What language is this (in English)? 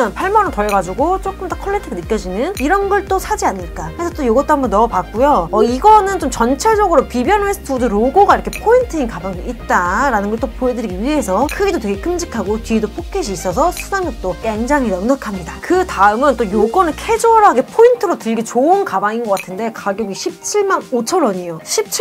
Korean